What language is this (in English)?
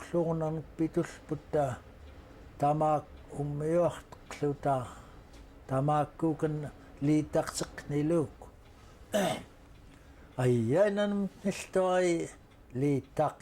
Central Yupik